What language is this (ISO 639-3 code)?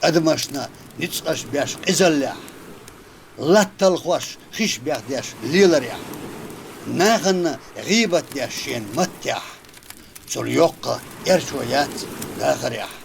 che